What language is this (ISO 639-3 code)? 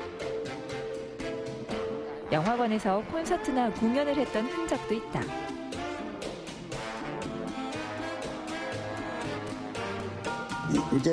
kor